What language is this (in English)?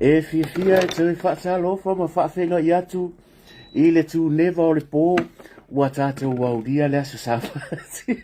Samoan